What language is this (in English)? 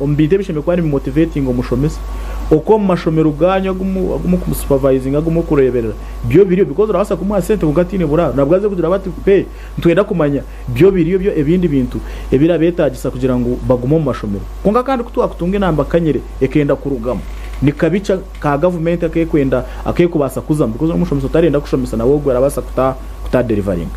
Nyankole